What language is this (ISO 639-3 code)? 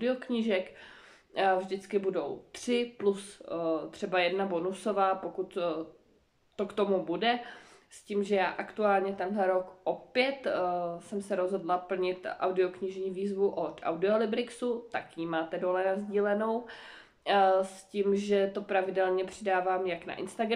ces